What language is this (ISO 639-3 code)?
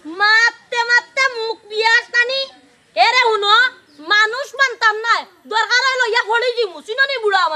syl